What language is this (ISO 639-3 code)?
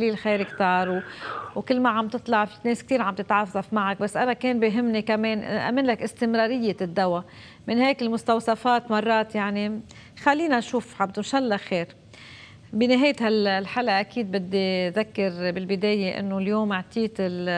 apc